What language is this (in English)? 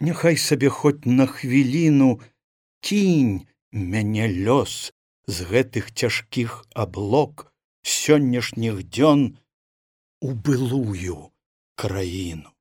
Belarusian